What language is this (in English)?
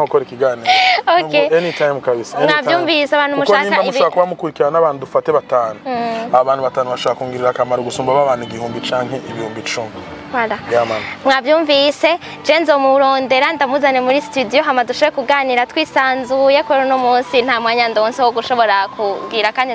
Rundi